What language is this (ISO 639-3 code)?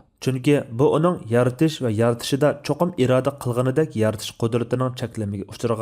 uig